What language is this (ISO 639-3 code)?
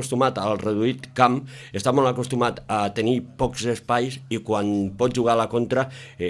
cat